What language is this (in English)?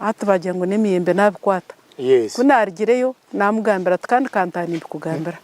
Nyankole